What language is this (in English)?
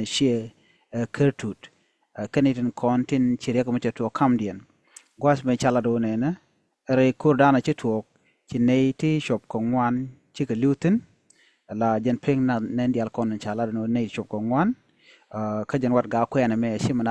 Nuer